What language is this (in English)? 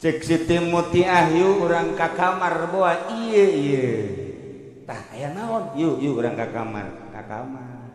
Sundanese